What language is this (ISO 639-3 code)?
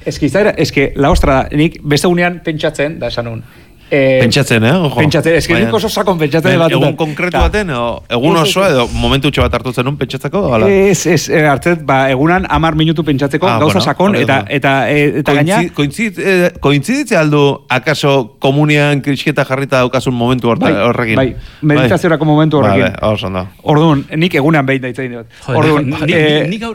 eus